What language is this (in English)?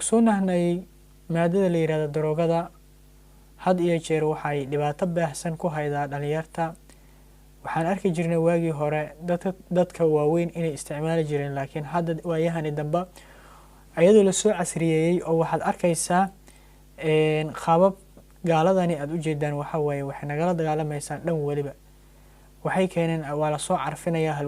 Somali